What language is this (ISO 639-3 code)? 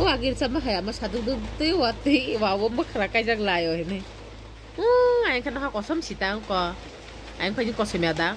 trp